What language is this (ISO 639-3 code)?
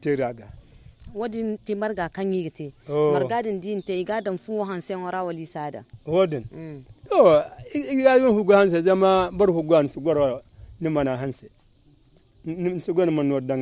dje